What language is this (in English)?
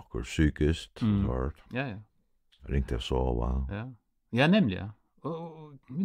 Faroese